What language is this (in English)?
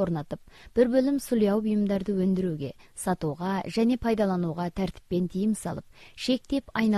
Kazakh